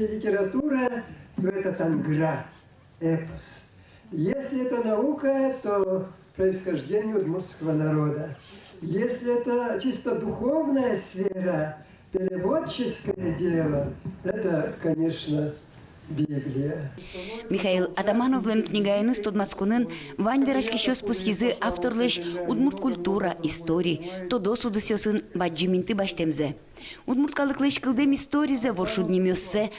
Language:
Udmurt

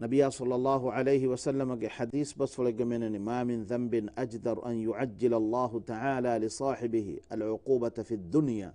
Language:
Divehi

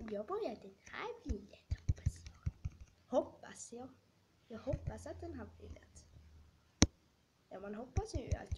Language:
Swedish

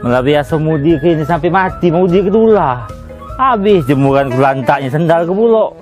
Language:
Musi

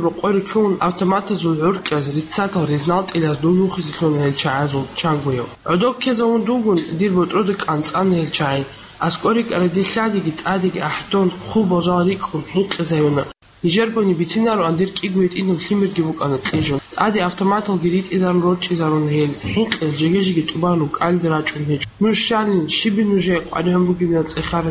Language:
Avaric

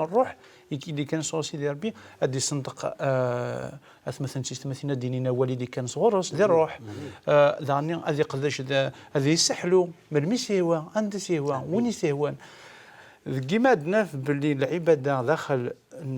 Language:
Kabyle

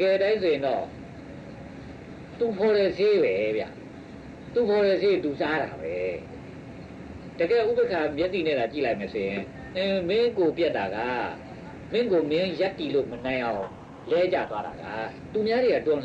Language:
Burmese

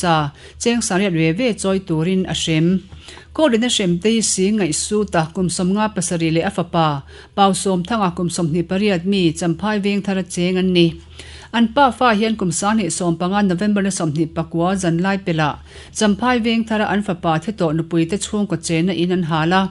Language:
Mizo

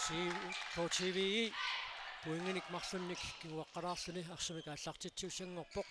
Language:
Kalaallisut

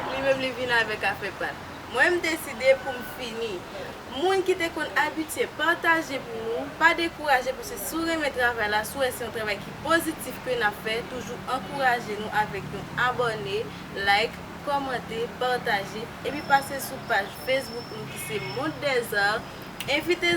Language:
Haitian Creole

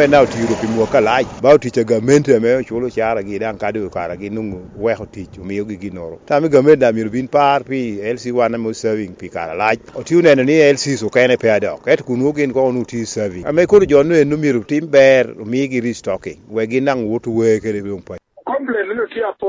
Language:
Lango (Uganda)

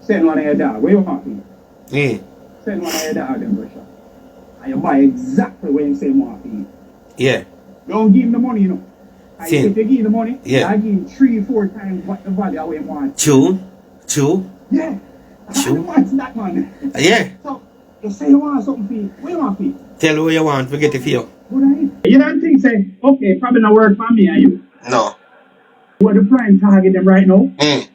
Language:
Jamaican Creole English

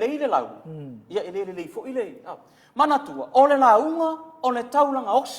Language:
Samoan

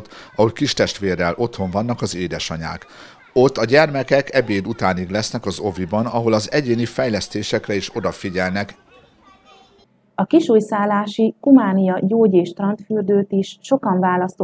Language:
Hungarian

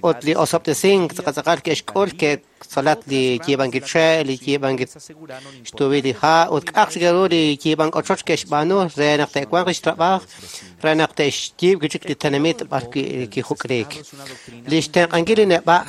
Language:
Kekchí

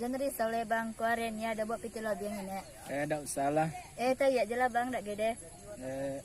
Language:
Minangkabau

